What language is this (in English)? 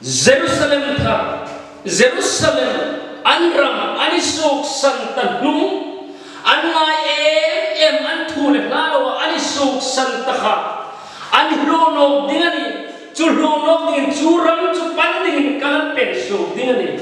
Hmar